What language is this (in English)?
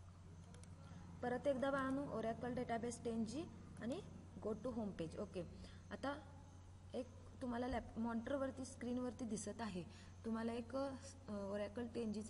Marathi